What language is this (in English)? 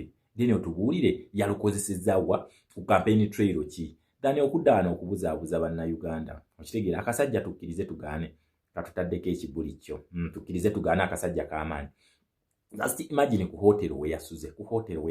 Ganda